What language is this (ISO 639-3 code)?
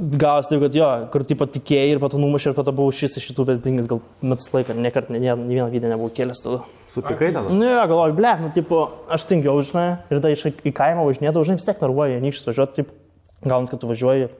lit